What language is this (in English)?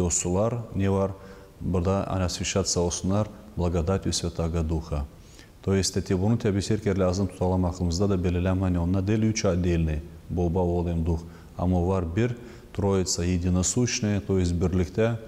Gagauz